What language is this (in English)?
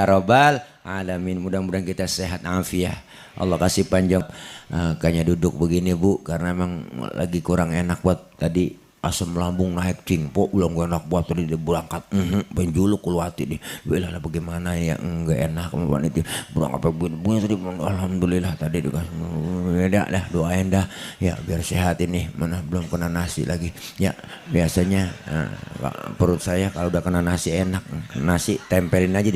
Betawi